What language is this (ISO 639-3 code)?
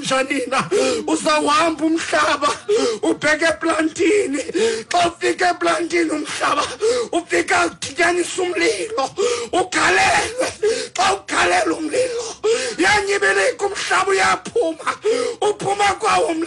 xho